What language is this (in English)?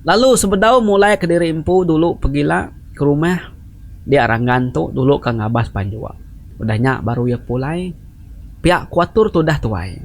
Iban